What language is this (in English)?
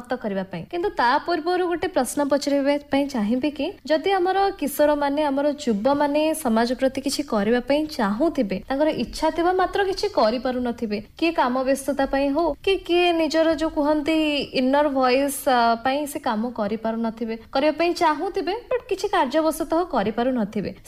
Odia